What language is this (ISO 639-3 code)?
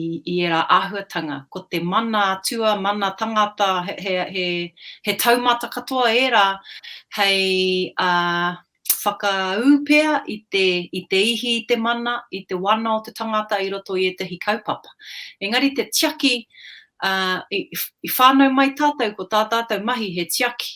mri